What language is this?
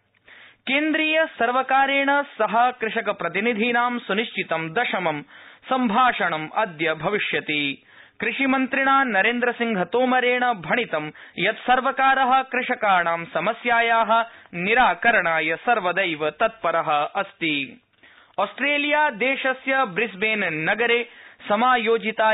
Sanskrit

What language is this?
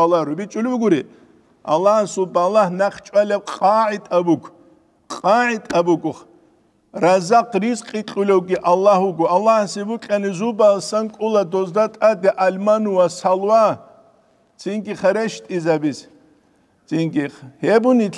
Avaric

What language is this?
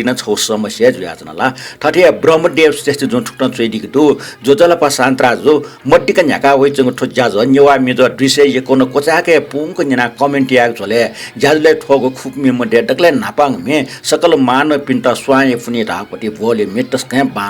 Newari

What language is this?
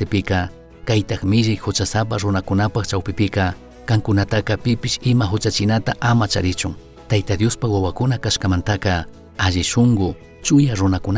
Chimborazo Highland Quichua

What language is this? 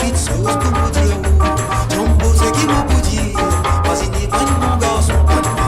Morisyen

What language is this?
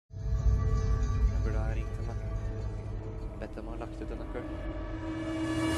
Norwegian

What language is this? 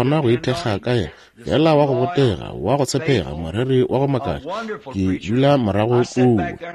Northern Sotho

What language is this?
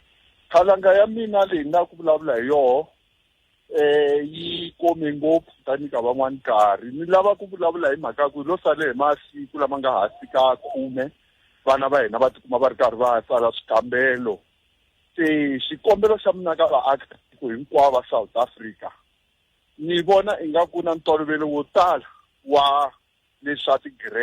Tsonga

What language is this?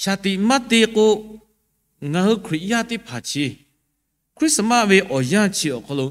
Lahu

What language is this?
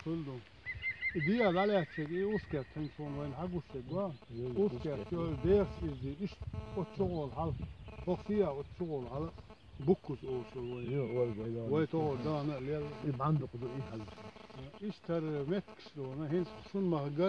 Chechen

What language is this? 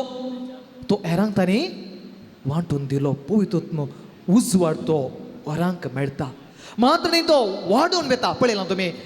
Konkani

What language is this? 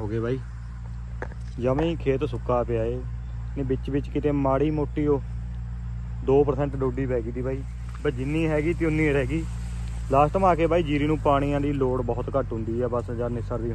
Punjabi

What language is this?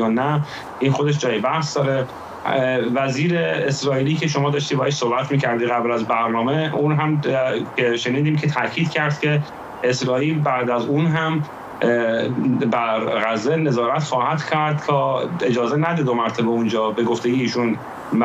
Persian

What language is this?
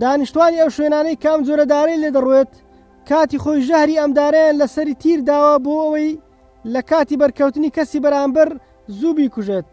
Central Kurdish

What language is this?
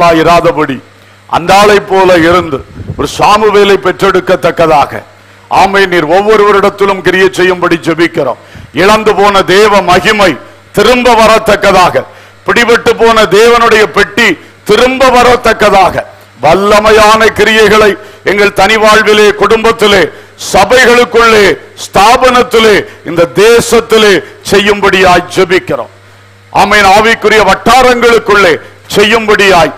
Tamil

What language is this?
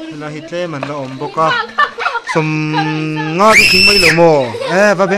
Mizo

